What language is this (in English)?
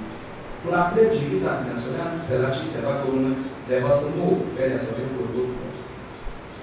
Konkani